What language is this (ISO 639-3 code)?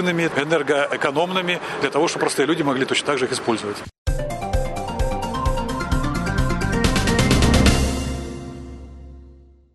rus